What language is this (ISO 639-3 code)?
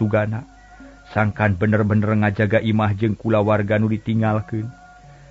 sun